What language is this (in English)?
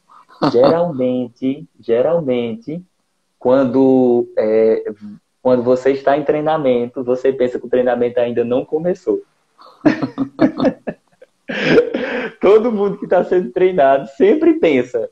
Portuguese